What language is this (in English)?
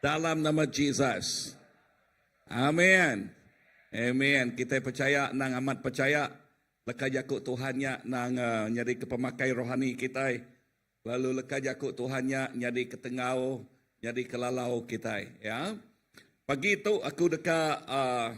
Iban